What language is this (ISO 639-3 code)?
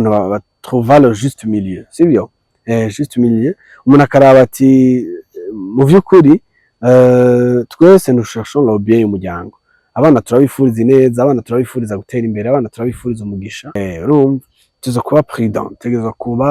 run